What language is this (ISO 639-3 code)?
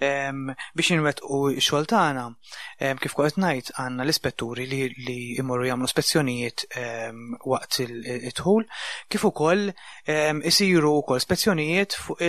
mlt